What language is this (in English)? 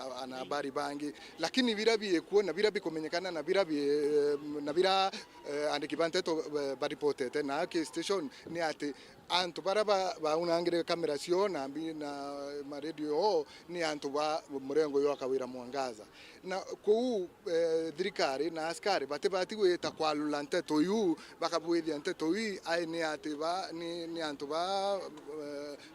Meru